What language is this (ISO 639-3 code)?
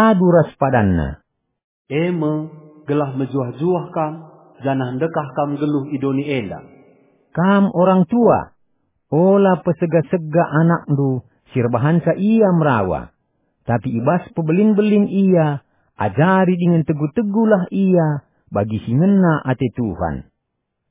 btx